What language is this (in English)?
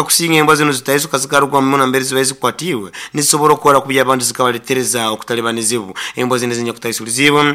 Nyoro